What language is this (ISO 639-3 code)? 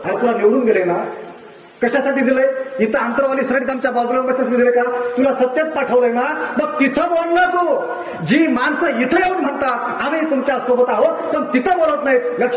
mar